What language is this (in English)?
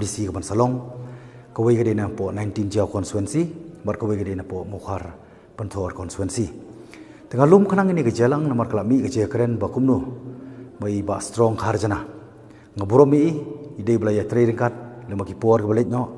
Khasi